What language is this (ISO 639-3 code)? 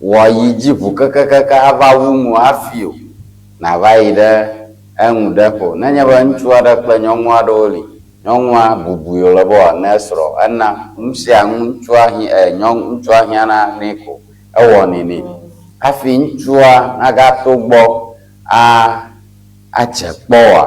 ewe